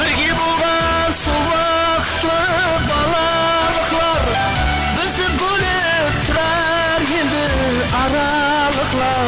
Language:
Kara-Kalpak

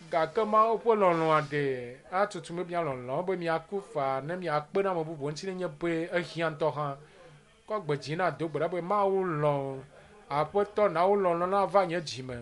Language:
Ewe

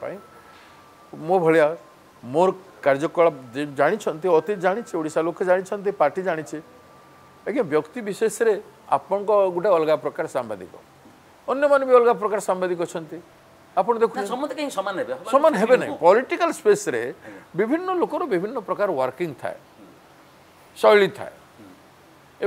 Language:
Odia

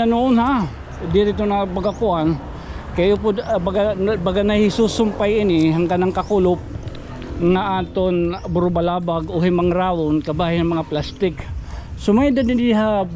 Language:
Waray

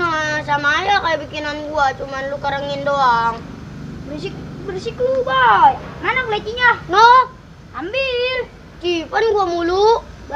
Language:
Betawi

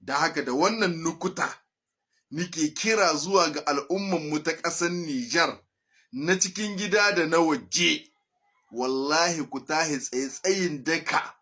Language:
Hausa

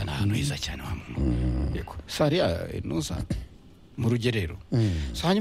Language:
Kinyarwanda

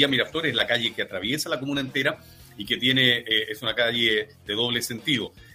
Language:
Spanish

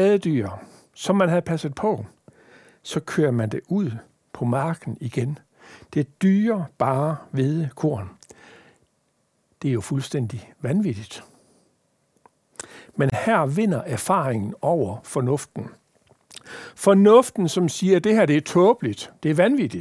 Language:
Danish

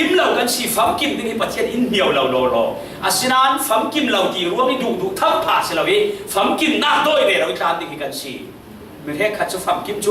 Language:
Falam Chin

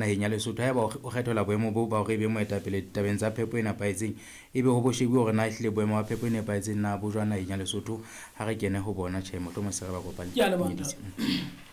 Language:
Southern Sotho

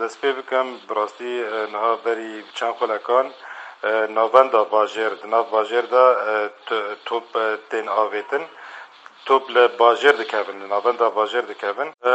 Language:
Kurdish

